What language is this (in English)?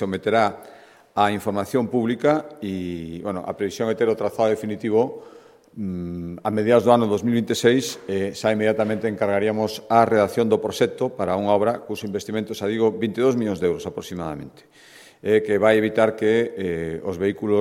Galician